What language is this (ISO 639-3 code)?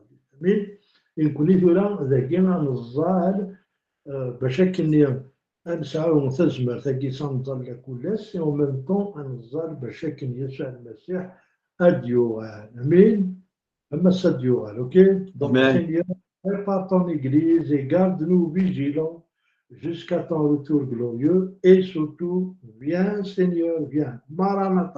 kab